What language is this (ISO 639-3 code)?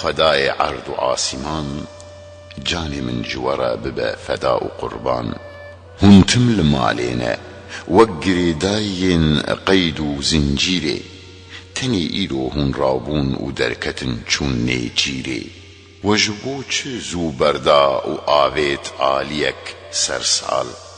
kur